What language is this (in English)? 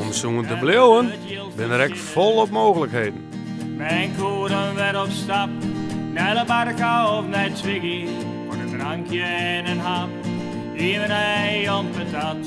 Western Frisian